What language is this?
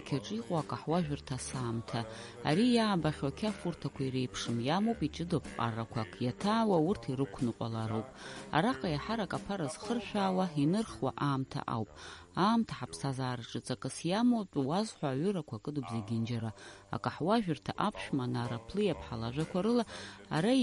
Abkhazian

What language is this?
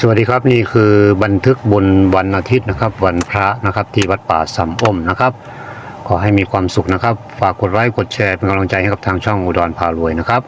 Pali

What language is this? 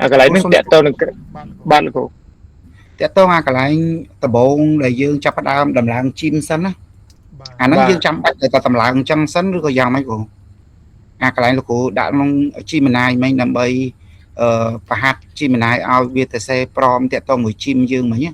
Khmer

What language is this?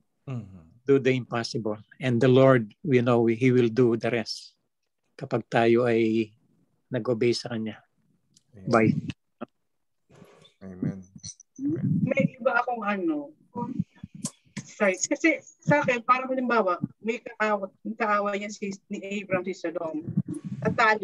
Filipino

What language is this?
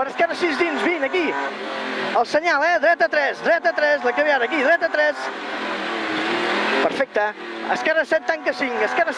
Catalan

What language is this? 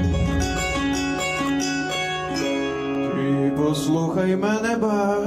Ukrainian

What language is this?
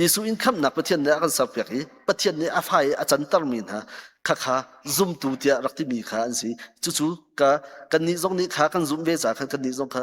Hakha Chin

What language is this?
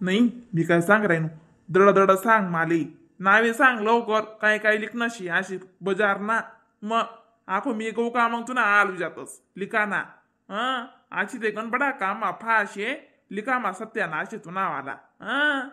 Khandesi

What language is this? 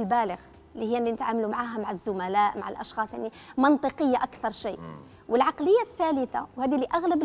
Algerian Arabic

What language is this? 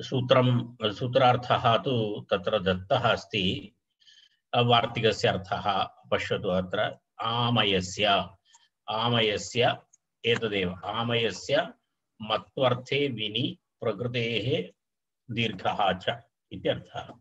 Sanskrit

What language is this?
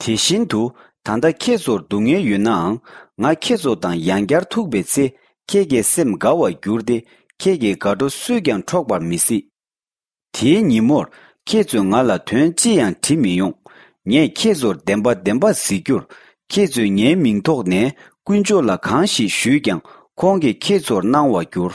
Tibetan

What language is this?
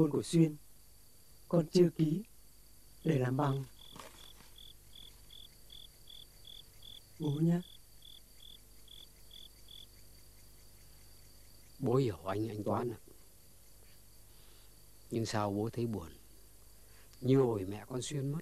Vietnamese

